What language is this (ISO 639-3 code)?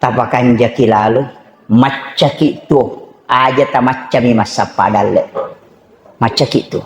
bug